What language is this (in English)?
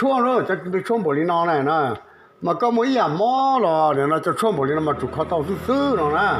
Hmong